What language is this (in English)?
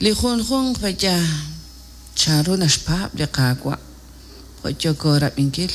Kekchí